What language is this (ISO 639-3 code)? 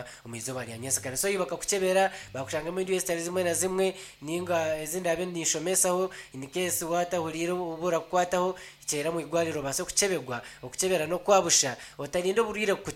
nyn